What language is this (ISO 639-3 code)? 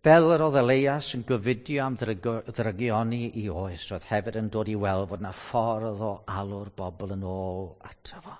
cym